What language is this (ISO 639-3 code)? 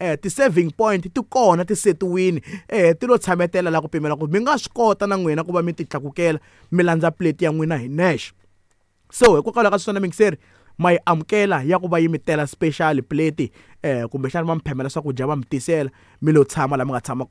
tso